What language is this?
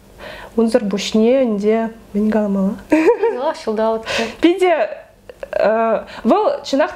Chuvash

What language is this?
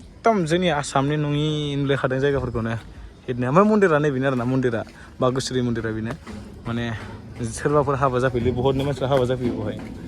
Bodo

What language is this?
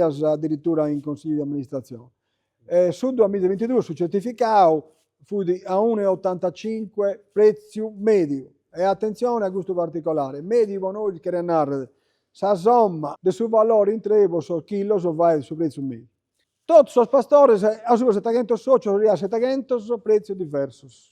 Sardinian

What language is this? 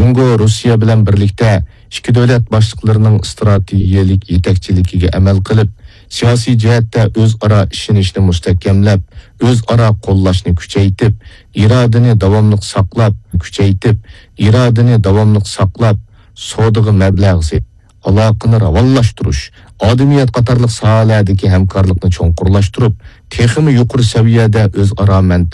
Uyghur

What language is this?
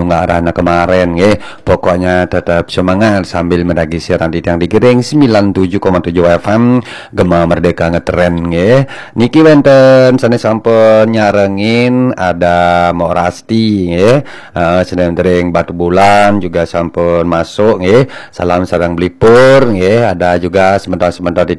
Balinese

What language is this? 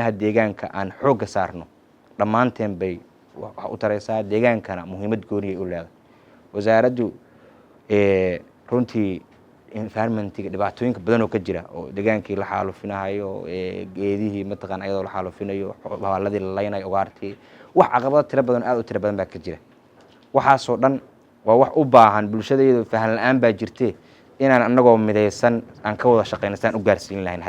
Somali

